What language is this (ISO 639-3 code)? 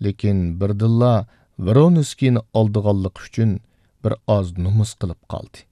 uig